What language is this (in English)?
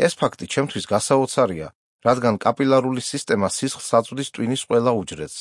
Georgian